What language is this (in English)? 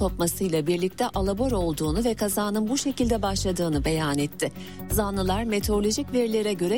Turkish